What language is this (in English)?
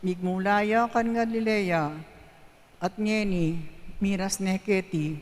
Pampanga